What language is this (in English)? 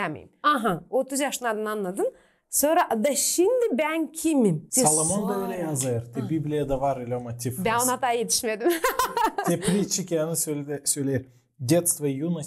Gagauz